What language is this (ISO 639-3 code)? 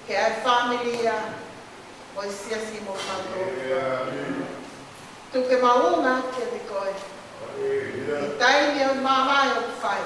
ton